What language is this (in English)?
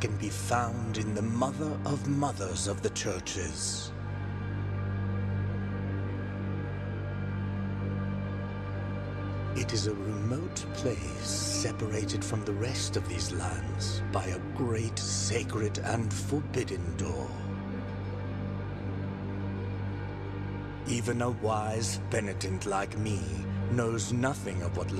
English